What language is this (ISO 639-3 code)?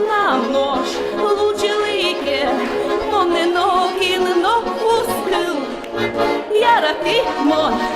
udm